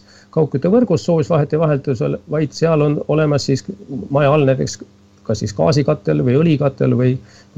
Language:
Estonian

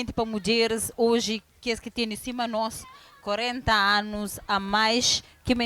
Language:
Kabuverdianu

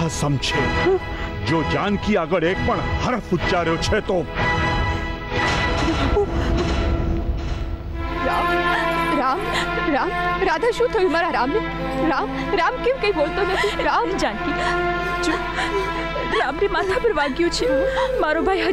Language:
Gujarati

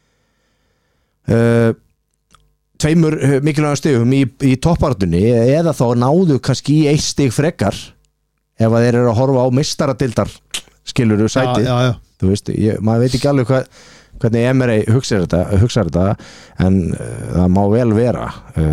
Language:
Icelandic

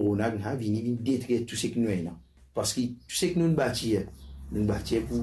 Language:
Morisyen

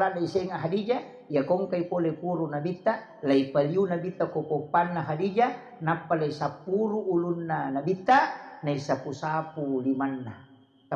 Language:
Buginese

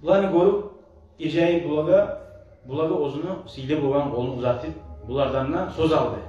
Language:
Kumyk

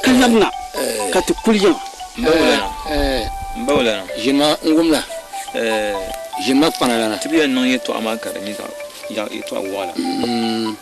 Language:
Dagbani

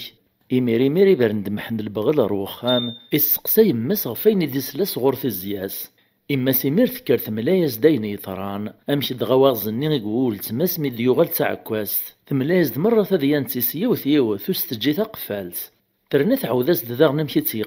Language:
Kabyle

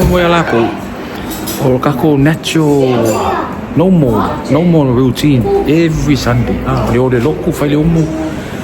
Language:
Samoan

